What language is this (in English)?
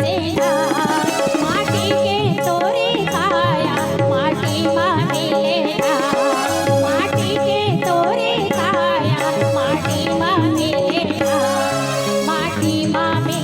Chhattisgarhi